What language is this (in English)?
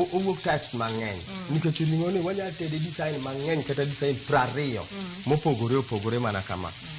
Luo (Kenya and Tanzania)